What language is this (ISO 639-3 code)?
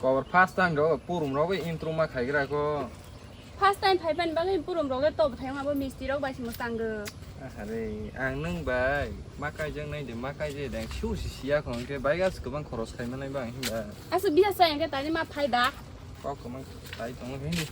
trp